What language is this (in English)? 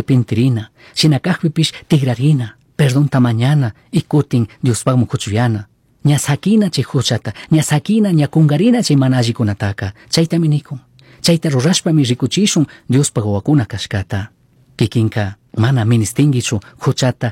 Chimborazo Highland Quichua